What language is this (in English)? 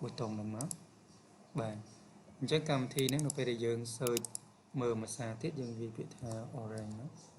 Khmer